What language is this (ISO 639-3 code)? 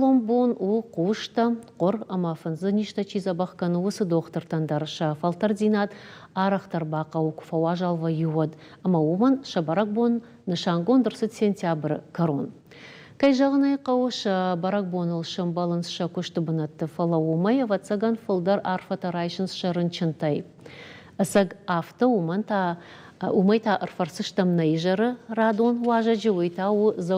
oss